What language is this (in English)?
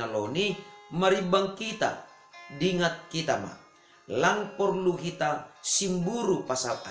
Batak Simalungun